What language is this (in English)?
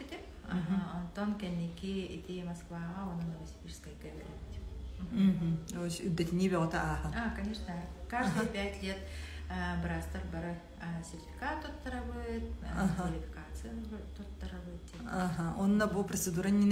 Yakut